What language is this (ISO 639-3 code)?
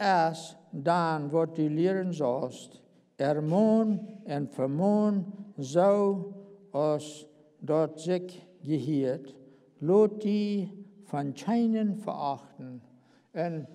pdt